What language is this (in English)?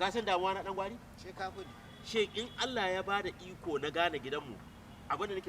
Hausa